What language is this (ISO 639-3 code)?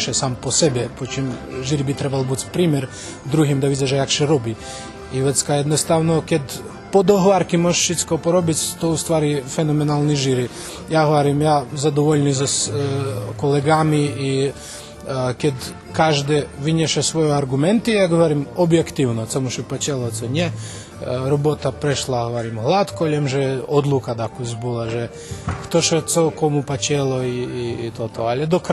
rue